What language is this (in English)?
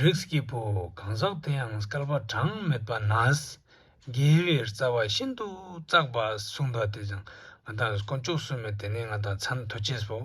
Ladakhi